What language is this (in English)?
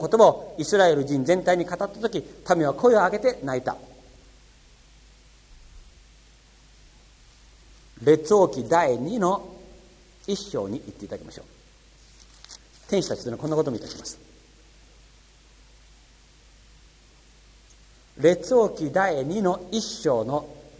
Japanese